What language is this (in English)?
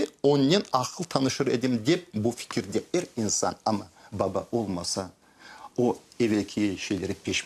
Crimean Tatar